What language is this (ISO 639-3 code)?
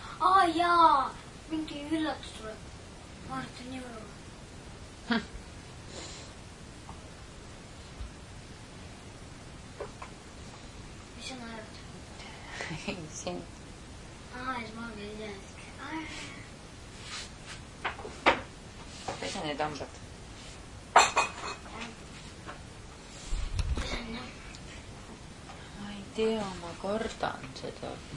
est